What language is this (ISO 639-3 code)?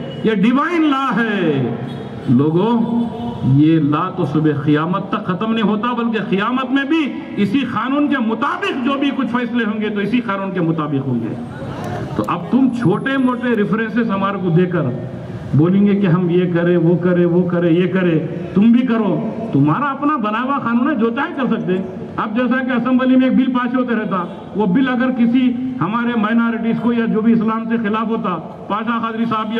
urd